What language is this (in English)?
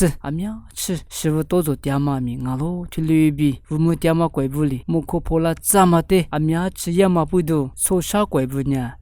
Lisu